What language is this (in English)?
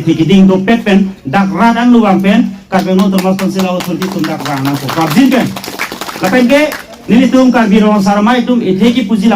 Karbi